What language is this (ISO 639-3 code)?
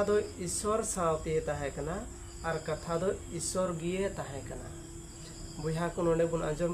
sat